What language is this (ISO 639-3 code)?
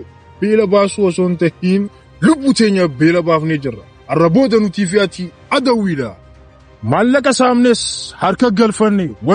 orm